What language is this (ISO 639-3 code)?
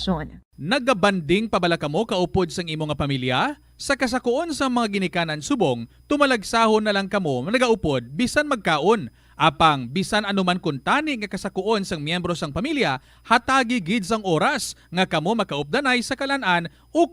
hil